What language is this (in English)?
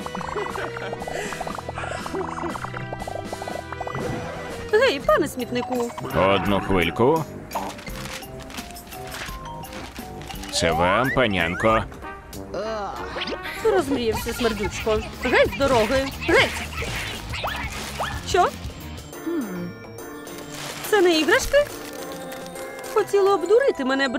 Ukrainian